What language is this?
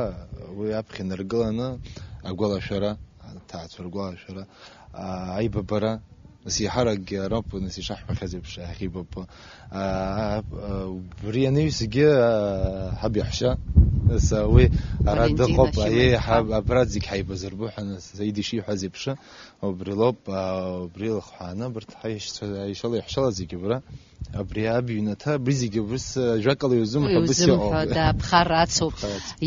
Abkhazian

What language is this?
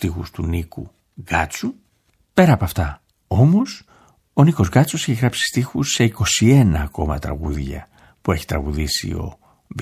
Greek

